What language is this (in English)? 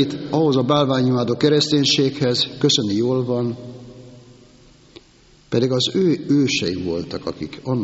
Hungarian